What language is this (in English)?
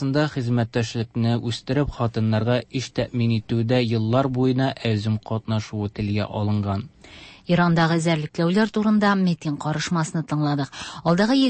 Tatar